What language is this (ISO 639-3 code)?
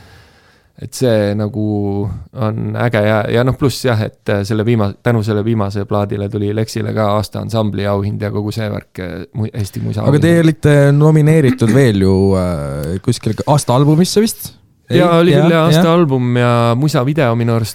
est